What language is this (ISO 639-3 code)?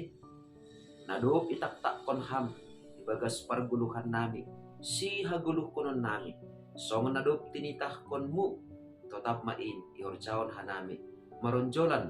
bts